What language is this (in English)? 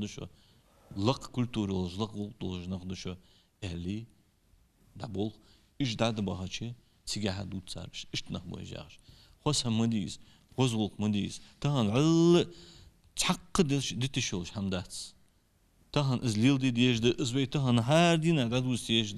Ingush